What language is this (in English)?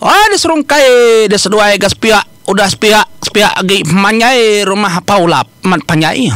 Iban